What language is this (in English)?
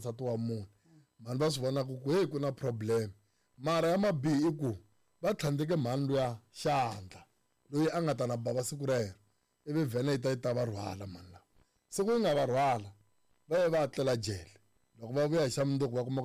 Tsonga